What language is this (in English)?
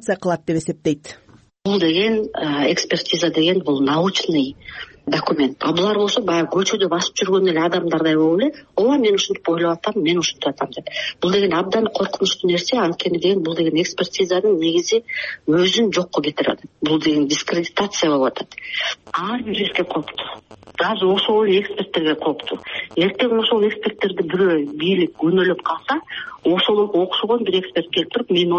Kyrgyz